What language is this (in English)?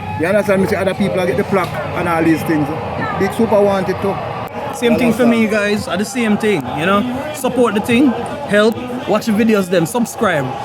Jamaican Creole English